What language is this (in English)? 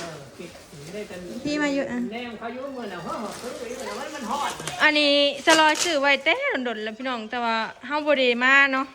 Northeastern Thai